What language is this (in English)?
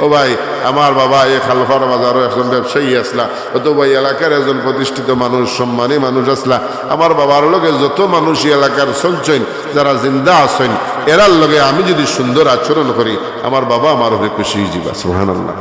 Sylheti